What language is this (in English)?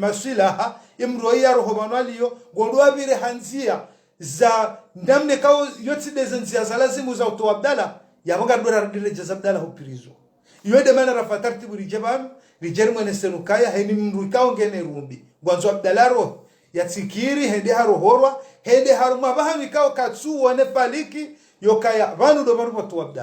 Ngazidja Comorian